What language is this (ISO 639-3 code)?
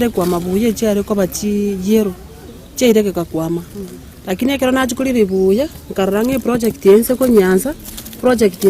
guz